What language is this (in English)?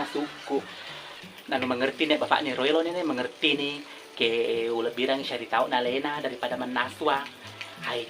Buginese